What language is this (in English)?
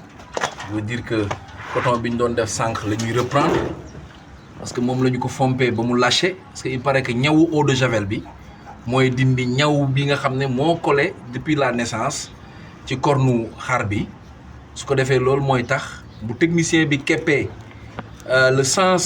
Wolof